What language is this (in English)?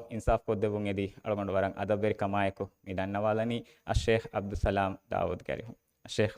Divehi